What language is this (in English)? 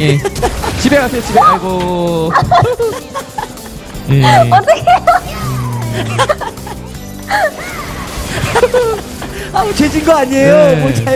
Korean